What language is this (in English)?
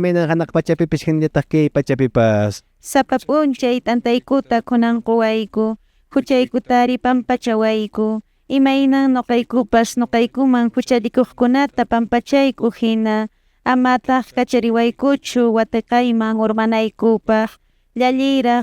Quechua